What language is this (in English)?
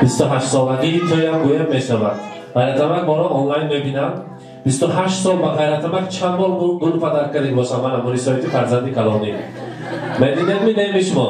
Tajik